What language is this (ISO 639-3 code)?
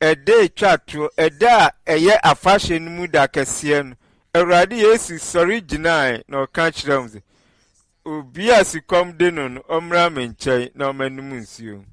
aka